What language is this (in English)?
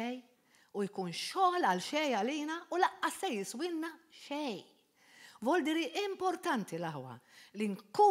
Maltese